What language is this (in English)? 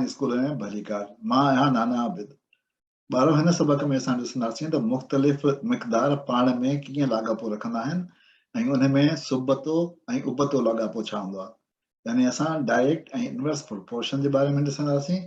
Sindhi